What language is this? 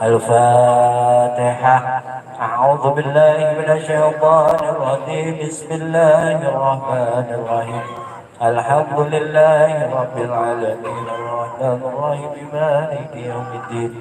Betawi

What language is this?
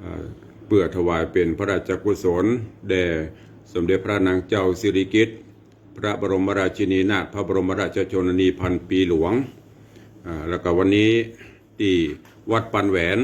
Northern Thai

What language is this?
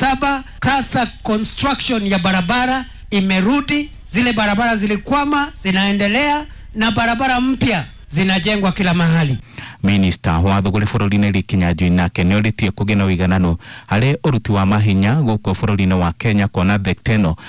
Kikuyu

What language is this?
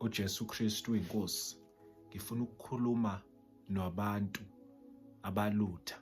Zulu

